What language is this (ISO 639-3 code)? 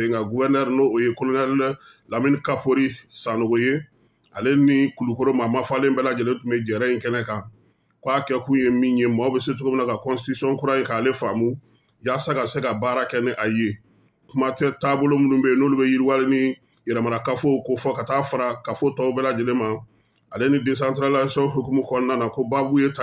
bam